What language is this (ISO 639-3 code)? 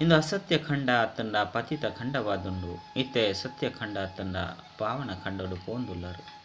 tcy